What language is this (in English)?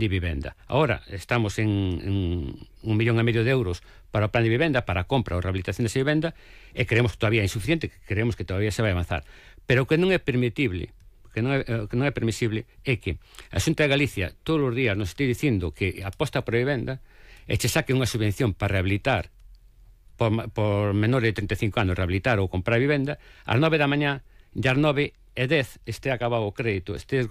Galician